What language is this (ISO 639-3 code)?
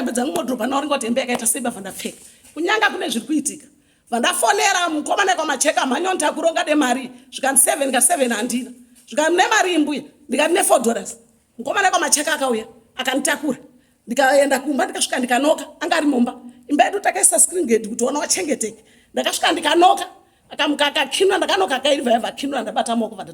sna